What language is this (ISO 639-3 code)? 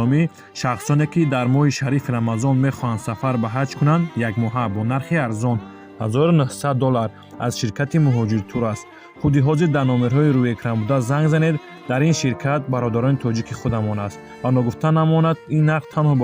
tgk